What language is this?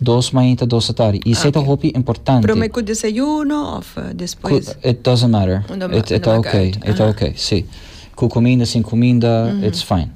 Papiamento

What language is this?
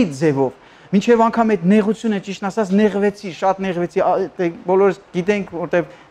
Armenian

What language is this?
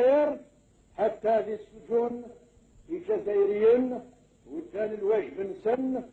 Kabyle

